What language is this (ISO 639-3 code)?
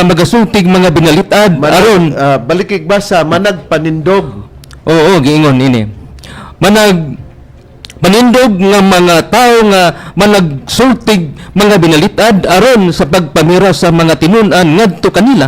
ceb